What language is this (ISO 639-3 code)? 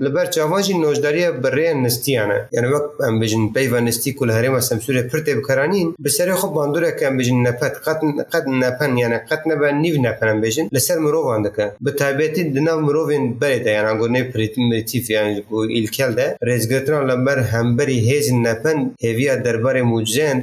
kur